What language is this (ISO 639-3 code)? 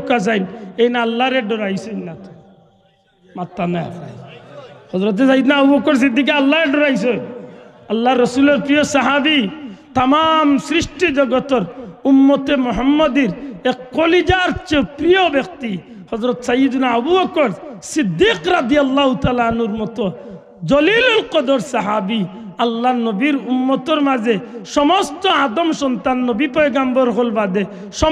syl